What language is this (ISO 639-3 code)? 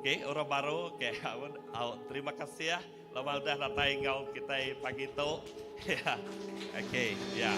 iba